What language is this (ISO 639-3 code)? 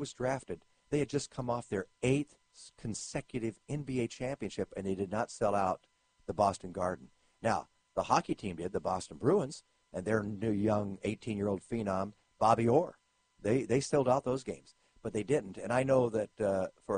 eng